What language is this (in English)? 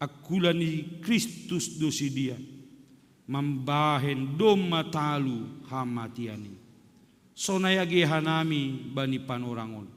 Batak Simalungun